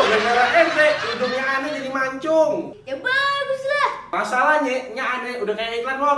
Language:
Betawi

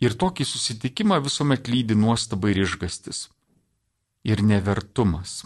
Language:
Lithuanian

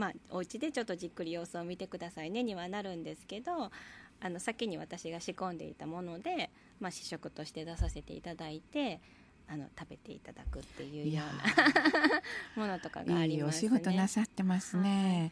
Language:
Japanese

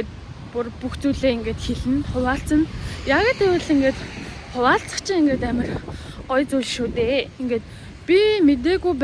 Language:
Mongolian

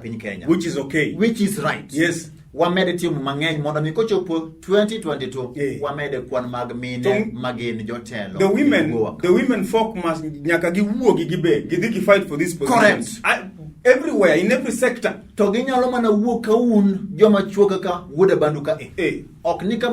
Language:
Luo (Kenya and Tanzania)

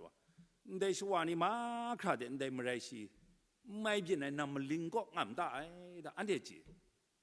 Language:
Kachin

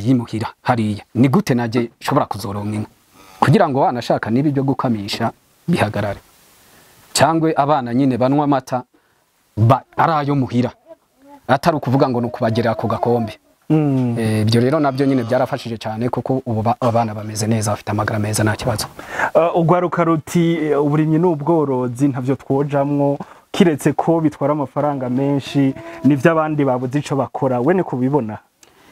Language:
Rundi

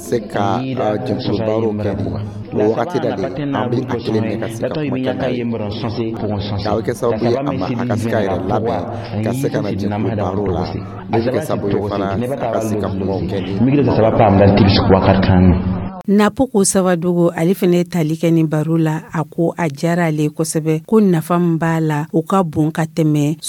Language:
Dyula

